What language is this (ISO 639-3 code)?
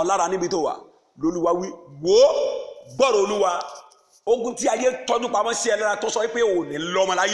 yor